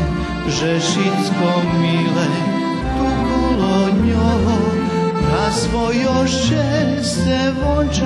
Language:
Rusyn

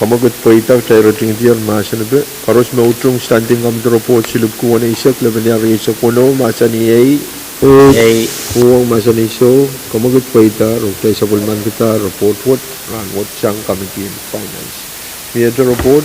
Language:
Pohnpeian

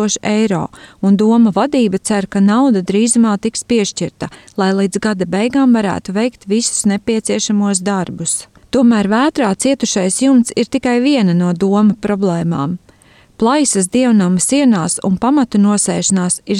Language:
Latvian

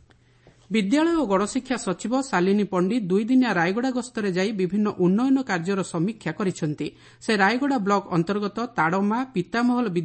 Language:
Odia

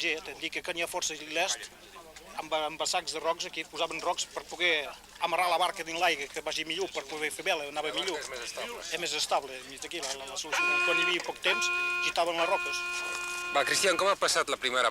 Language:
Occitan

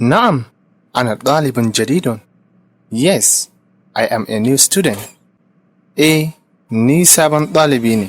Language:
Hausa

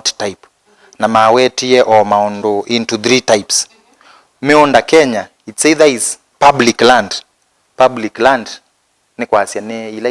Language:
Kamba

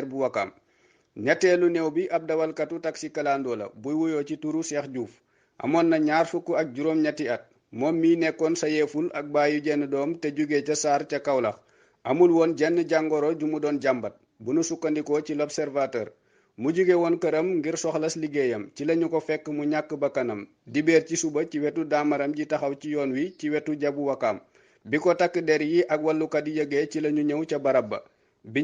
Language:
Wolof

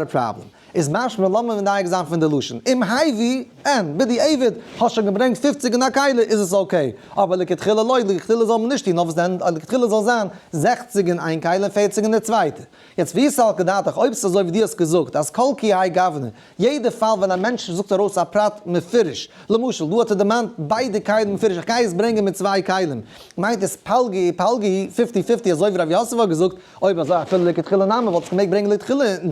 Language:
Yiddish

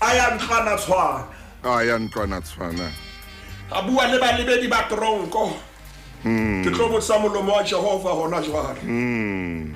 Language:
Southern Sotho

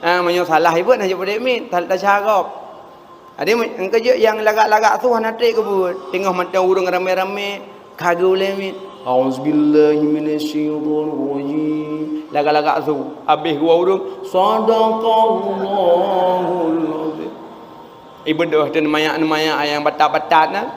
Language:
Achinese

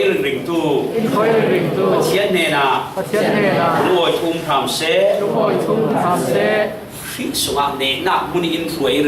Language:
Falam Chin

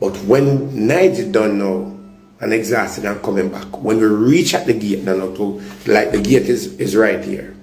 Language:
Jamaican Creole English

